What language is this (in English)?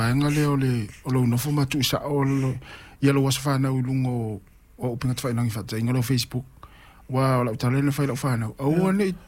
Samoan